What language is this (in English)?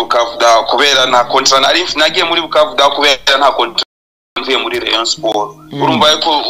Kinyarwanda